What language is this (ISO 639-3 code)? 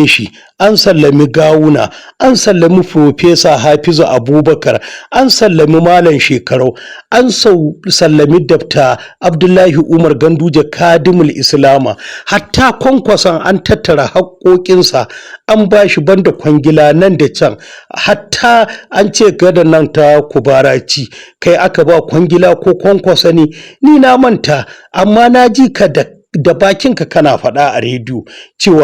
hau